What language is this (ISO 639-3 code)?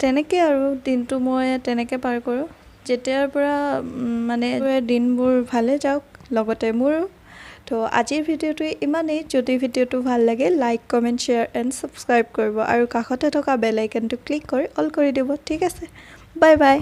asm